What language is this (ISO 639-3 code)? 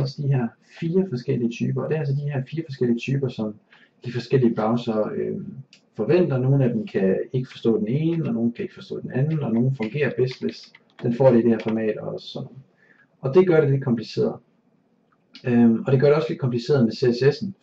dan